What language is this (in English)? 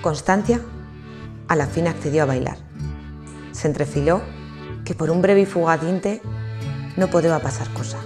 Aragonese